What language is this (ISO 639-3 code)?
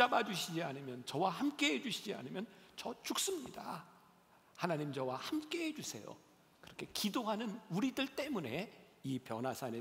kor